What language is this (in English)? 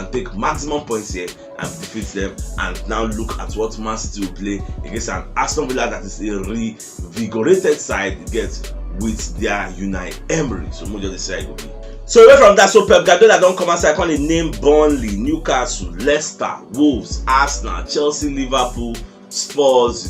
Nigerian Pidgin